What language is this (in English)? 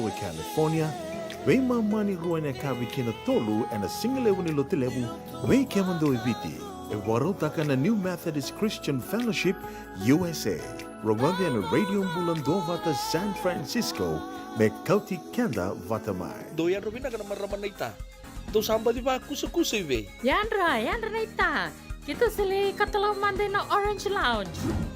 Fijian